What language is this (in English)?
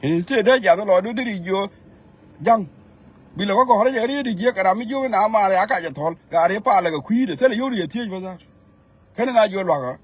Nuer